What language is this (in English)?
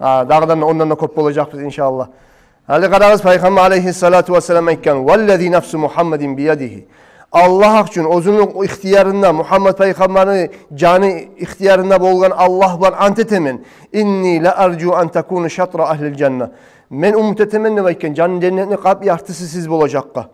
Kumyk